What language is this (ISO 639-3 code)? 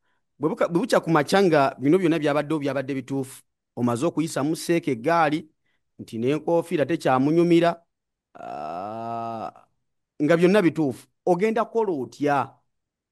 lug